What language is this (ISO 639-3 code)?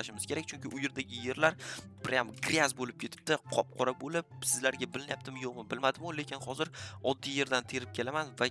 uzb